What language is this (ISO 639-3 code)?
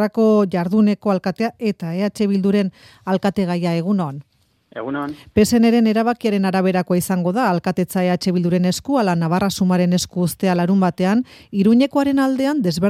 eus